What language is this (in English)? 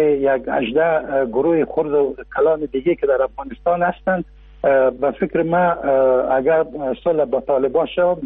Persian